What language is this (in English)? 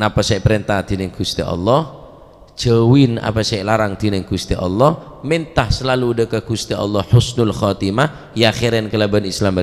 Madurese